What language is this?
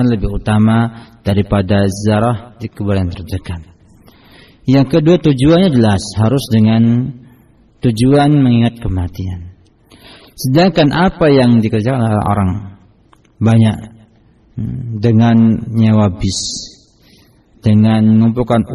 Indonesian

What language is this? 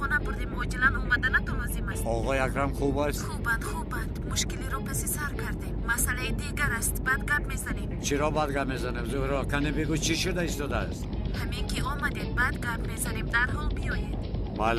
Tajik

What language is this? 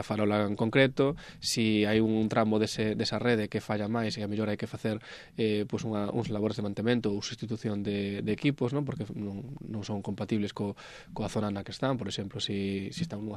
Galician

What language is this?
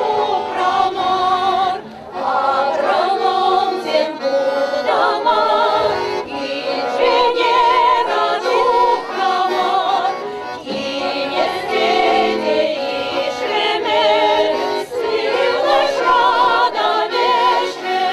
Chuvash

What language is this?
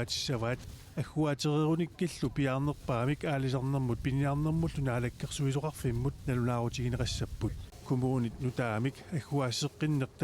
Kalaallisut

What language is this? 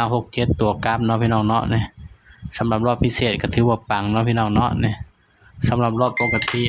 Northeastern Thai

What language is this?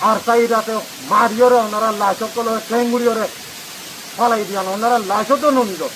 Rohingya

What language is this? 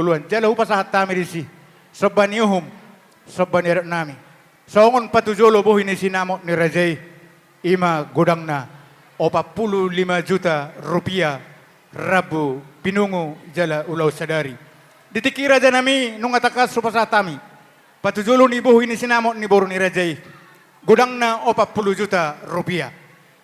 Batak Toba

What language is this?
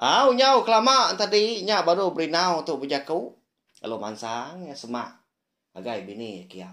Iban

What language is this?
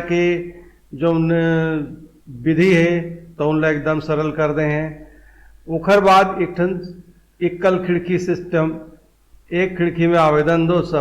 Chhattisgarhi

